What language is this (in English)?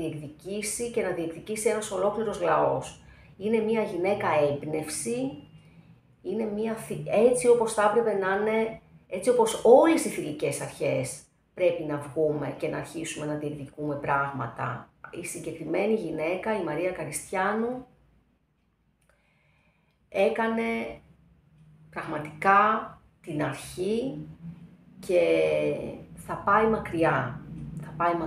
Greek